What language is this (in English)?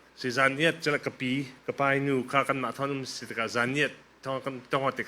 Falam Chin